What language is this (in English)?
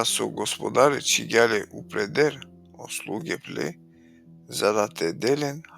Balkan Romani